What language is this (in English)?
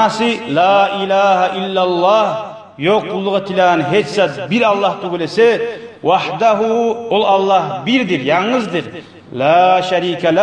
Kumyk